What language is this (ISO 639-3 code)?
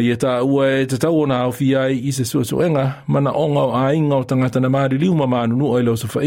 smo